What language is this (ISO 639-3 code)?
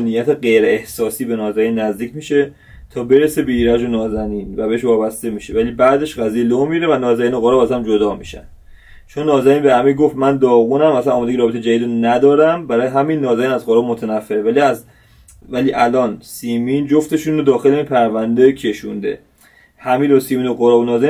fas